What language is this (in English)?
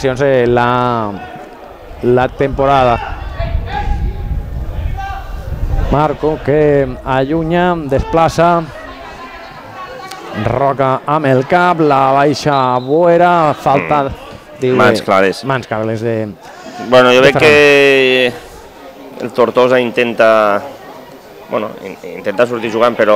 Catalan